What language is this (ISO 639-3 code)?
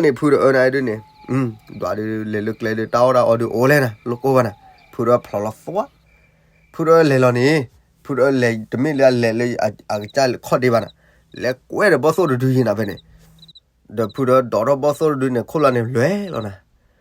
ksw